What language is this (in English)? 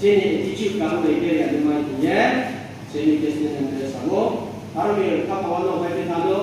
Riang (India)